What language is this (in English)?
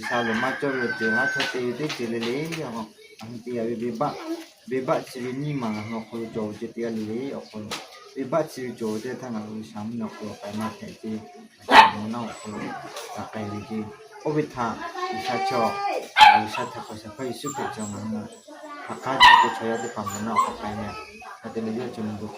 Lahu